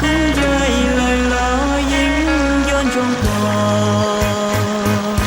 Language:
Hmong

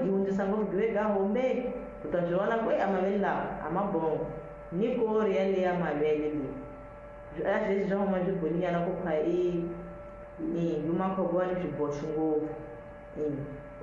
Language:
Tsonga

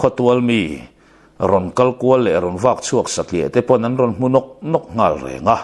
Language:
Mizo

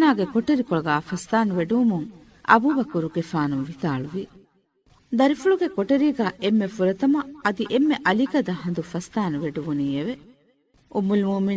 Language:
Divehi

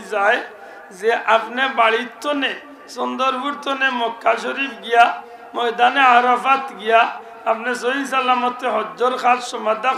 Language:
Sylheti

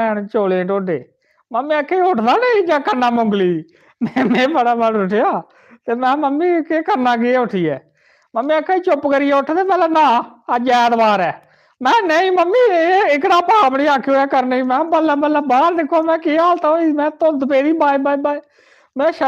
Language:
Dogri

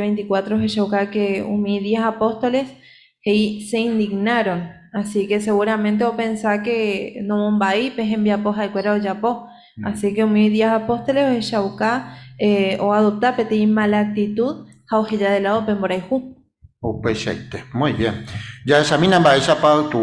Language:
Guarani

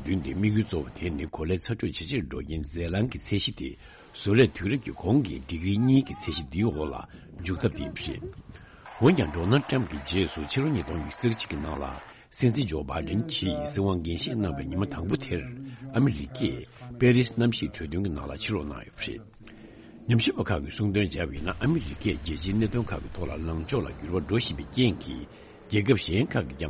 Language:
Tibetan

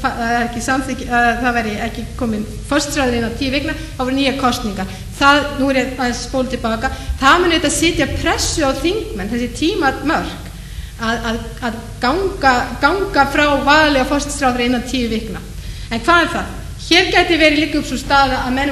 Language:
Icelandic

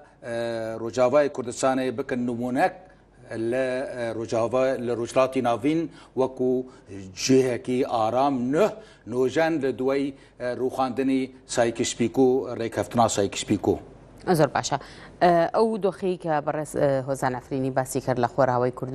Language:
Kurdish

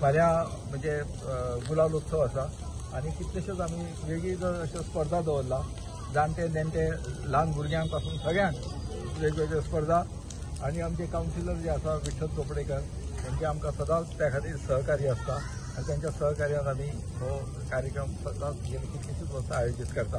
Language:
Konkani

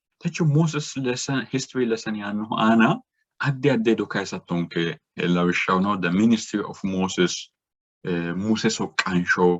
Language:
Sidamo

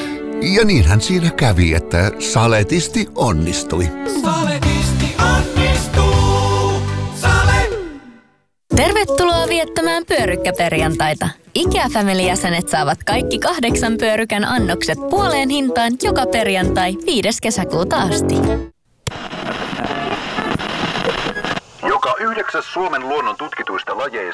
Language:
Finnish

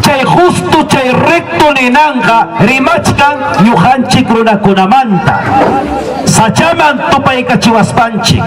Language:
Ayacucho Quechua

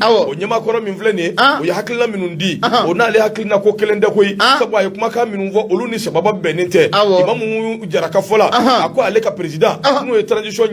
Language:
Bambara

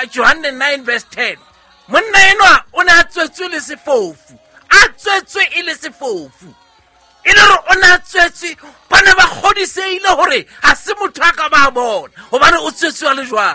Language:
Southern Sotho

